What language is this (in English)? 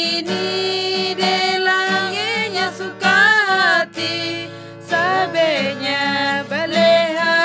Malay